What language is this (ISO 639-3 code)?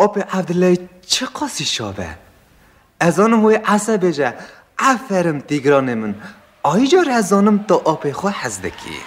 kur